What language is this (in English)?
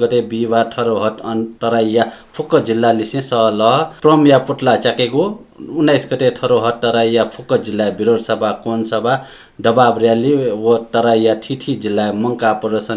Newari